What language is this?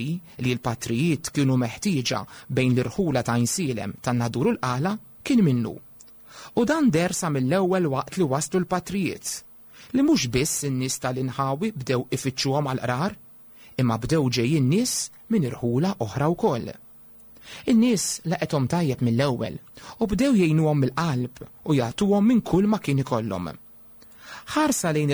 Maltese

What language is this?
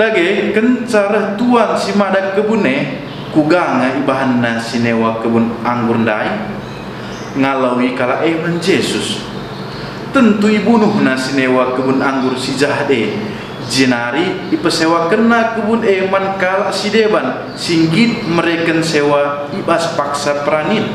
Batak Karo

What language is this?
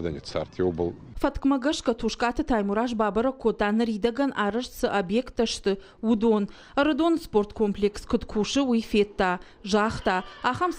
Ossetic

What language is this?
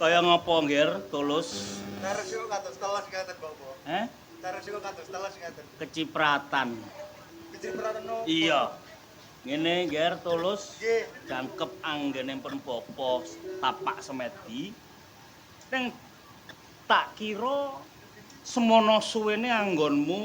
Javanese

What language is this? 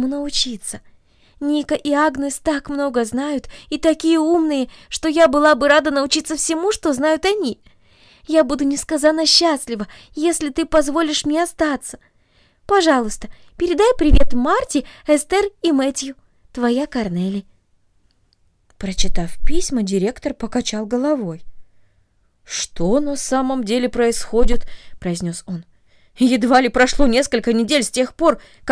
Russian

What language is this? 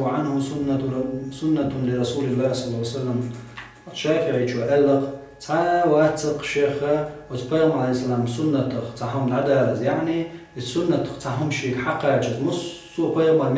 Chechen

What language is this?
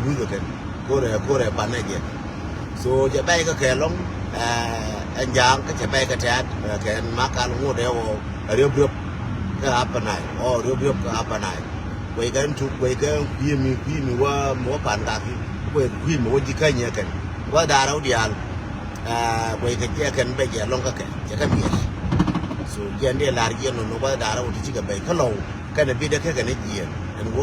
Nuer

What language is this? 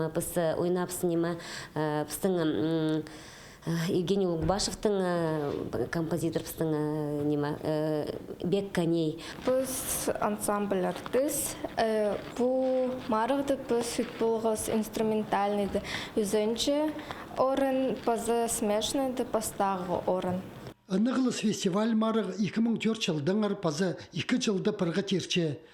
Khakas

